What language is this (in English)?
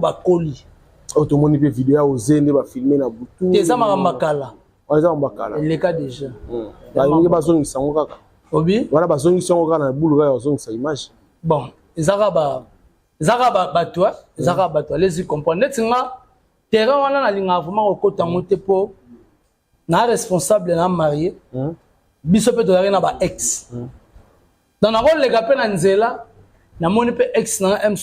Lingala